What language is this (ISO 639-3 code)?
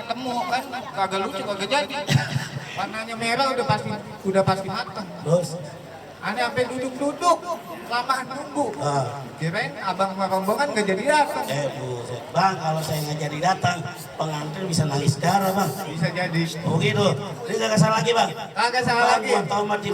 bew